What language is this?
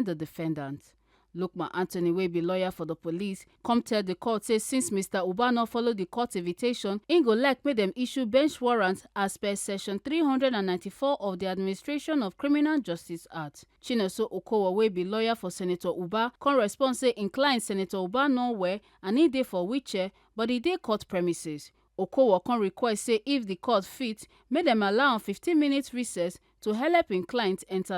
Nigerian Pidgin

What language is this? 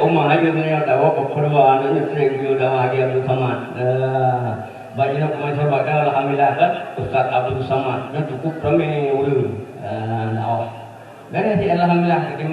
Achinese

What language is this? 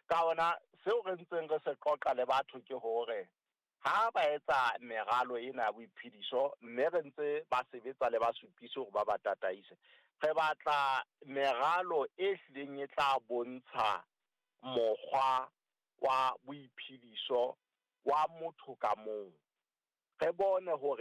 Southern Sotho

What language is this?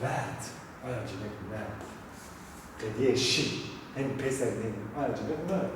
Zaza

